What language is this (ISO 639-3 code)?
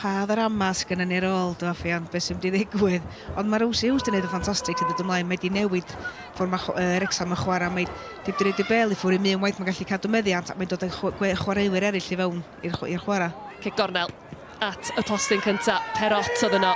cym